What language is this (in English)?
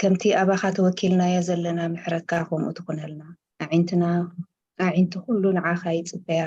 Tigrinya